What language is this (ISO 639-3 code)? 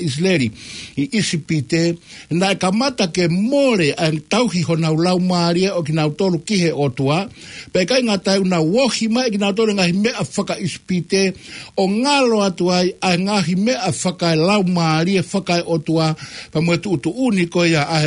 ton